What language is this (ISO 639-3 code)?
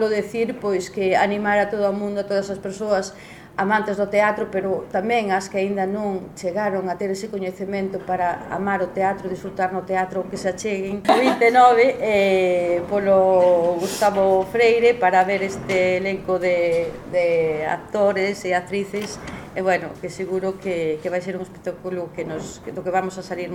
glg